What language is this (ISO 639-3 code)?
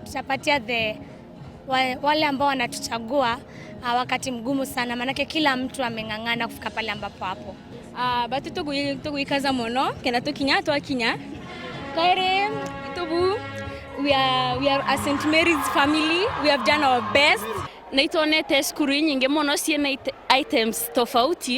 mer